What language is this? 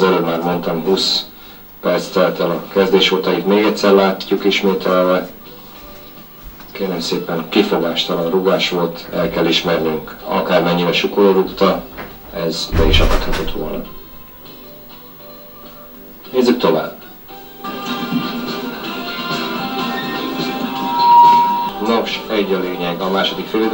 Hungarian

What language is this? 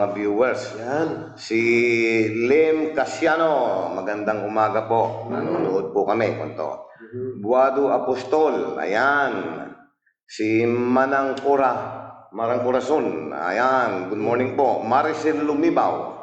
Pangasinan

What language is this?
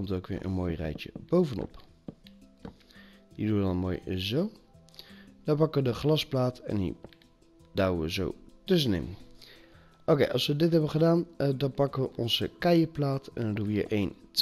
Dutch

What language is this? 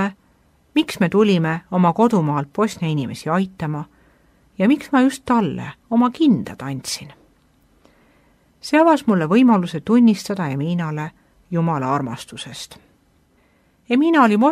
Estonian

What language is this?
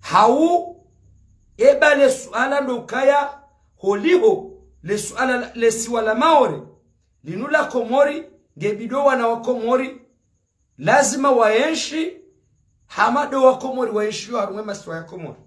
Ngazidja Comorian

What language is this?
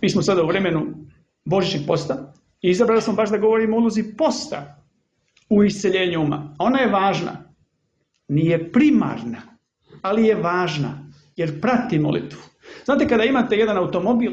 Serbian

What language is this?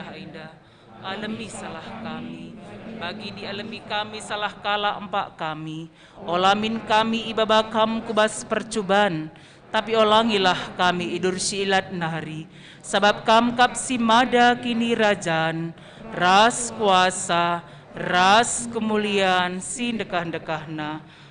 Batak Karo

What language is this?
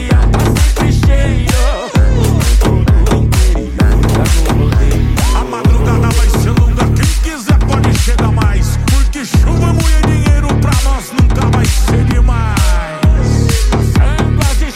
Portuguese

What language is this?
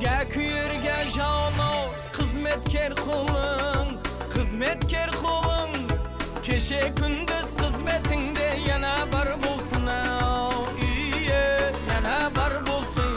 Kara-Kalpak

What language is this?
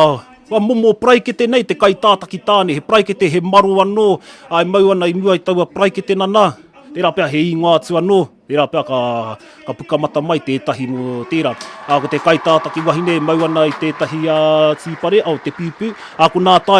Māori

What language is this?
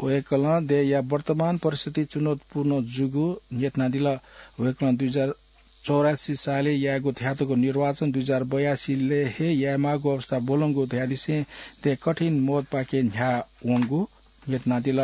Newari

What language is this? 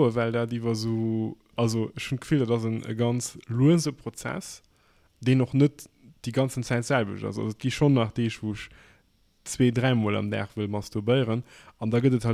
Luxembourgish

